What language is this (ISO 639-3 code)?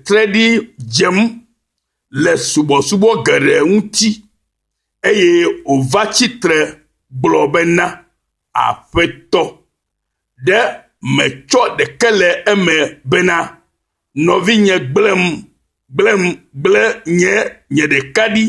ewe